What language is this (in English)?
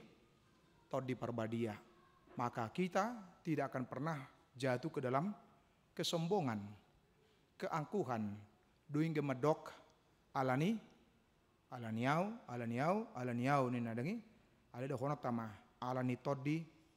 Batak Toba